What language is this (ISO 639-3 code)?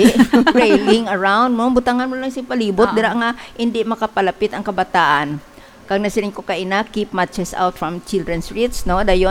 hil